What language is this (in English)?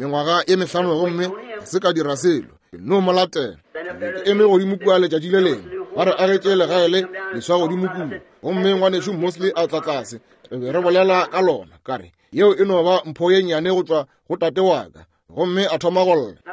Northern Sotho